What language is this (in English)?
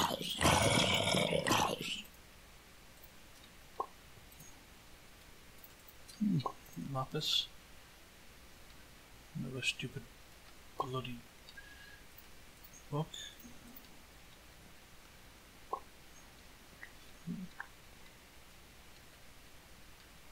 English